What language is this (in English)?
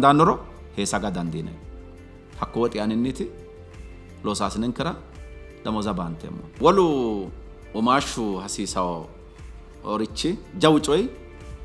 Sidamo